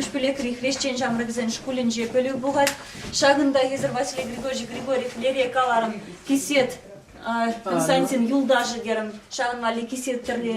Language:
Chuvash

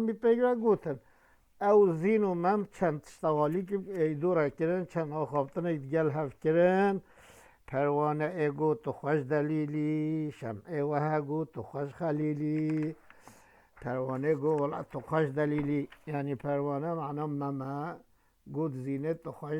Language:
Kurdish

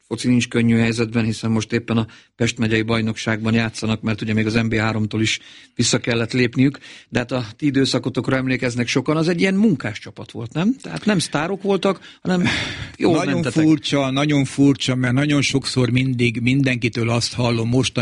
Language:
Hungarian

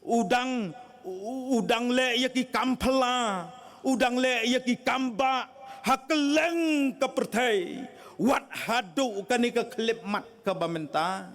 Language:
Khasi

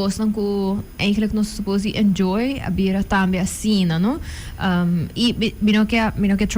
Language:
Papiamento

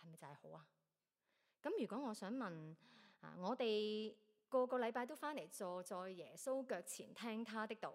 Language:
Cantonese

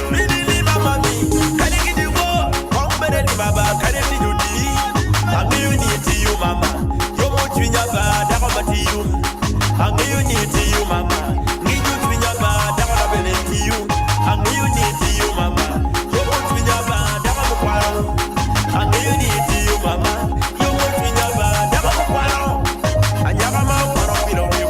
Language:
Acoli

